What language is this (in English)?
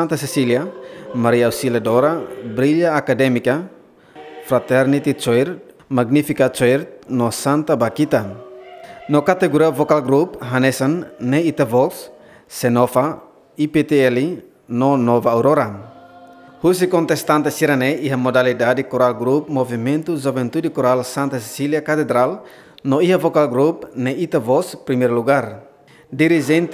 Tetum